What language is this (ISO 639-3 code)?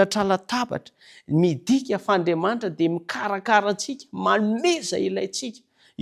mlg